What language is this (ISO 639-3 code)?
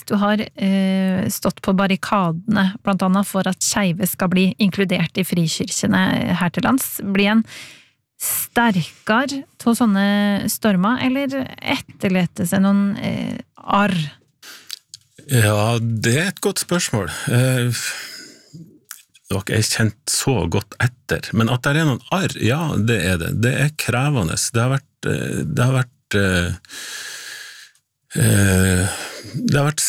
nor